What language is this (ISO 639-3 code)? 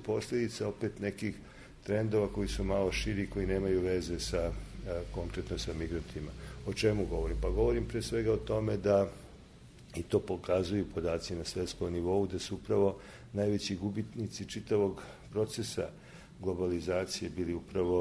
srp